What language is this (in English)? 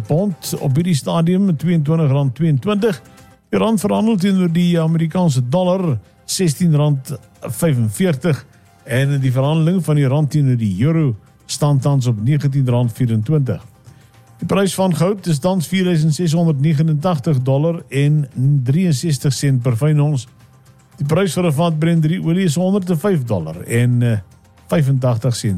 Afrikaans